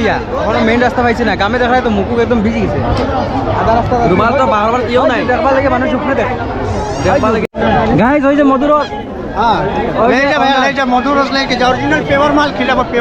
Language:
Sylheti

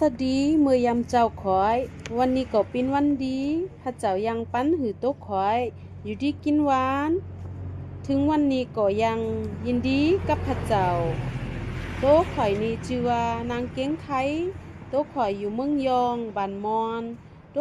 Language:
Lao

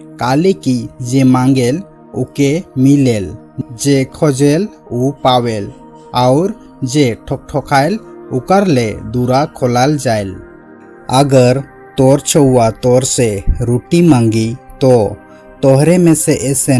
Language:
Sadri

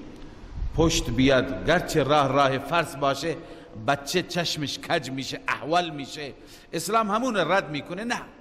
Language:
Persian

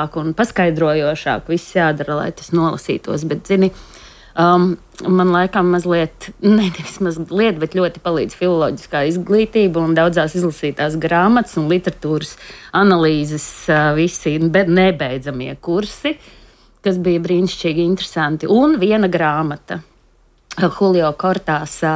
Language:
Latvian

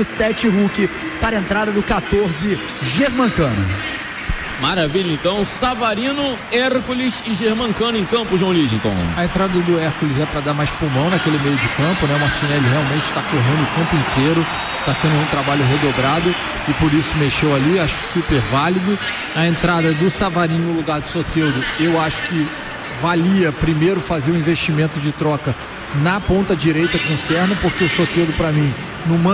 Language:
Portuguese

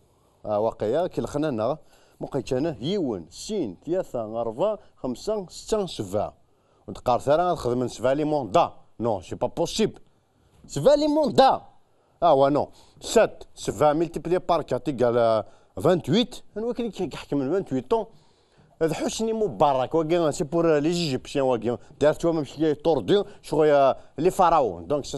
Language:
Kabyle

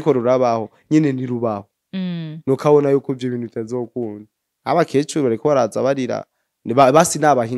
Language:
Rundi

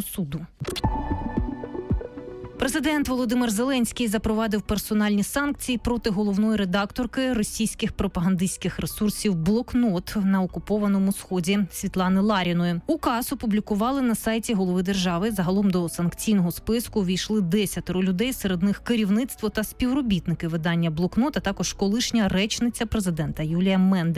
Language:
Ukrainian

